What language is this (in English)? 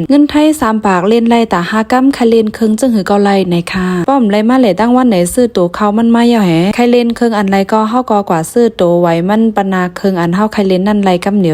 Shan